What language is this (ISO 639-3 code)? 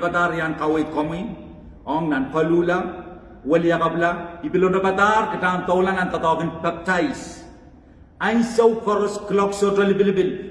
pon